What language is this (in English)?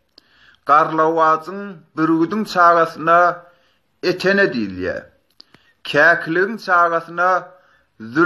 Turkmen